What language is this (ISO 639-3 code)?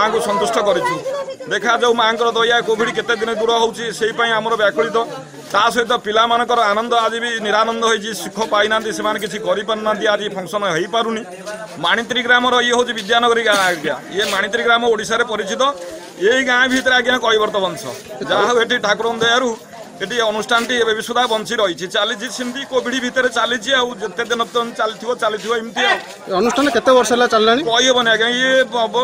ori